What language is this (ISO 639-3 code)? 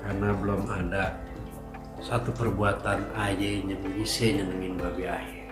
bew